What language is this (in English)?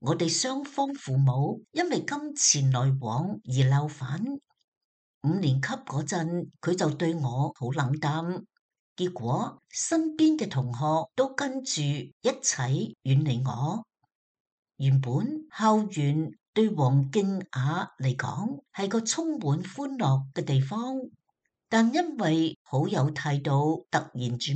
Cantonese